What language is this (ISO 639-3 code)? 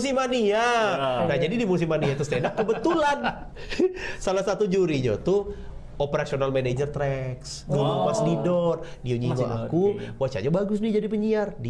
mui